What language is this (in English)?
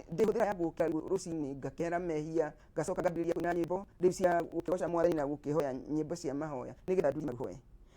Kikuyu